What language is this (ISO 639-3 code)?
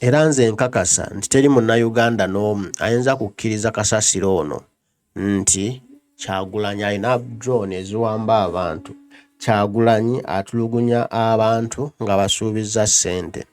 lug